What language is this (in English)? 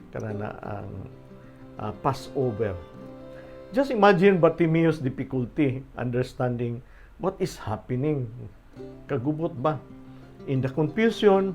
Cebuano